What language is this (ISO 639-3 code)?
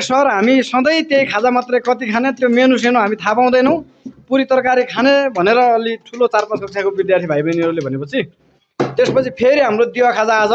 nep